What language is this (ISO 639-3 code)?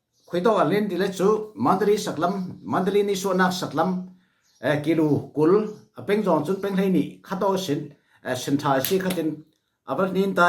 cfm